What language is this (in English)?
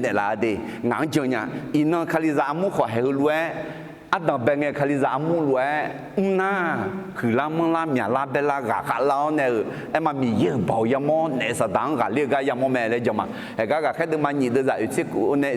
Akha